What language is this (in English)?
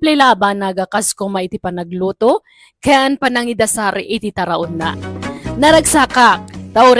Iloko